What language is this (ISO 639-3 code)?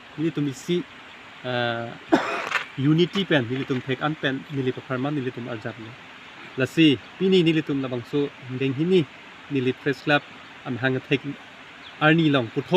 mjw